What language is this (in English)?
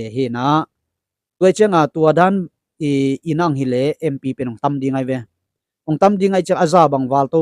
Tedim Chin